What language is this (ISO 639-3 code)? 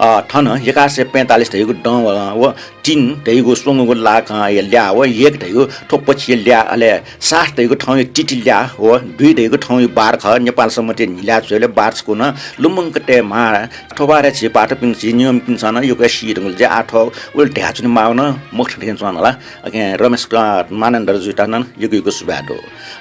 new